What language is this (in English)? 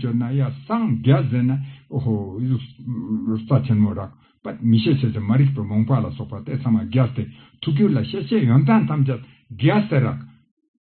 Ladakhi